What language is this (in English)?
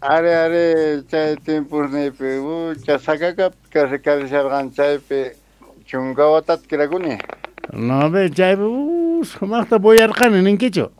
Quechua